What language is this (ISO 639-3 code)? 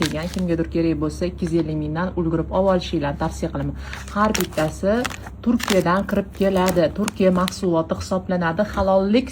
uzb